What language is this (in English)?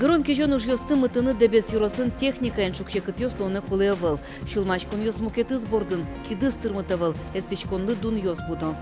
Udmurt